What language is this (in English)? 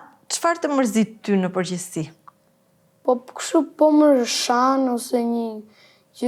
Albanian